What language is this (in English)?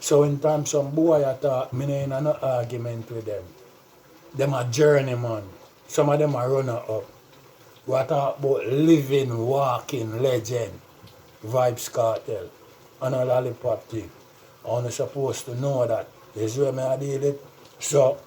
Jamaican Creole English